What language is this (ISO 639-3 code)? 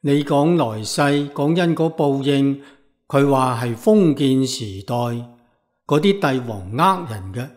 yue